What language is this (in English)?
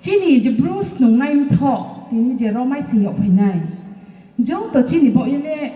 Riang (India)